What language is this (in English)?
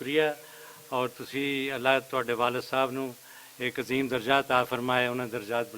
Western Panjabi